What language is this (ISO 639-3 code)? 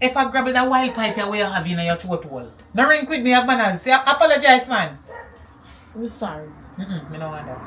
jam